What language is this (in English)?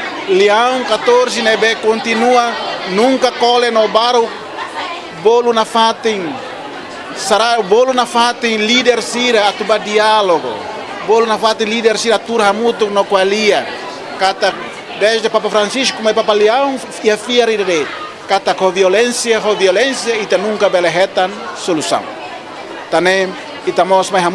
Tetum